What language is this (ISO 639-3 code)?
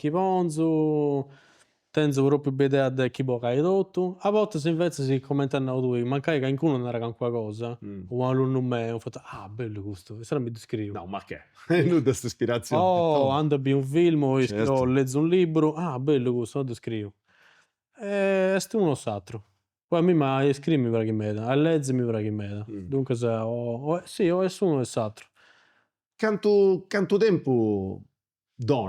srd